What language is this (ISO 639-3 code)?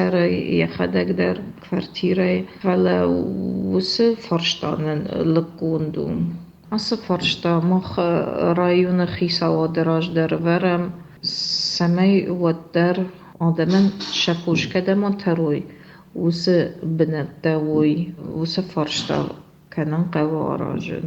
oss